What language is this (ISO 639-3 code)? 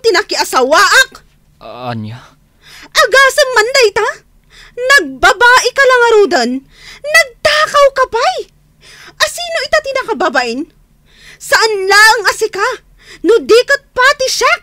ilo